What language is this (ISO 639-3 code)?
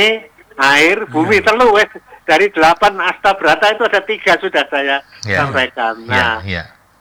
ind